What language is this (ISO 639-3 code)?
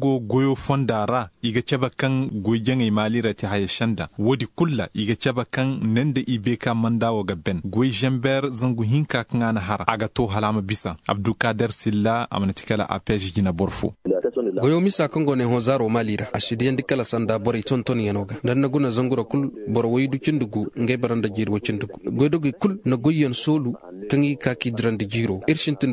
ses